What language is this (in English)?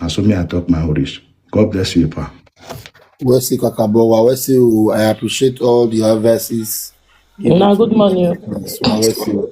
Nigerian Pidgin